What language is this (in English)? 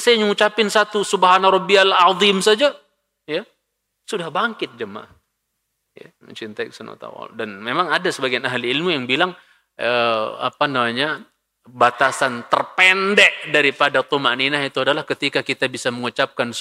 Indonesian